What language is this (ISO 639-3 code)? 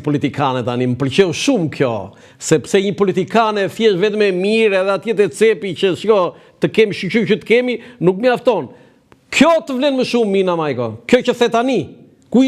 sqi